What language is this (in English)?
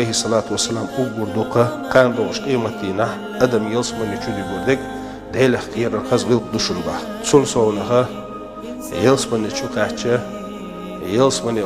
Chechen